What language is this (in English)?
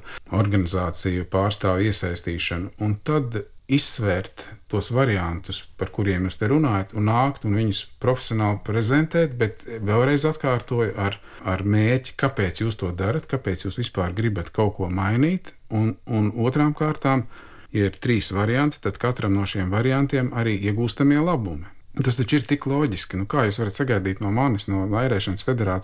Latvian